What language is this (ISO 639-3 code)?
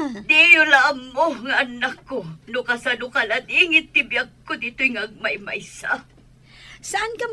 ilo